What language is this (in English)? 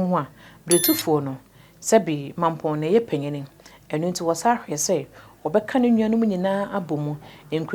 Akan